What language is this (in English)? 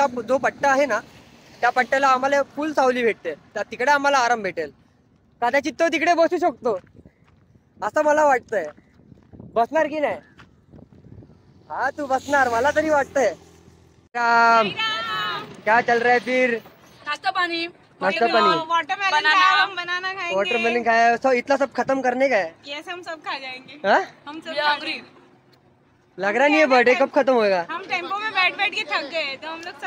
Marathi